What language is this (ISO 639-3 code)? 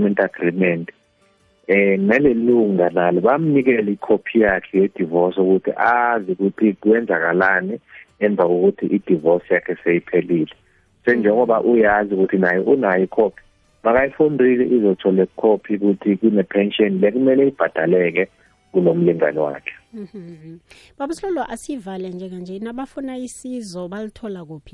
nbl